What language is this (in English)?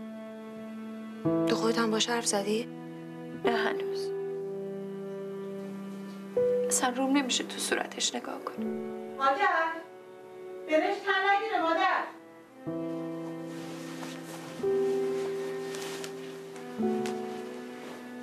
Persian